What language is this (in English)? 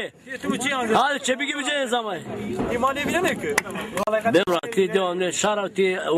Zaza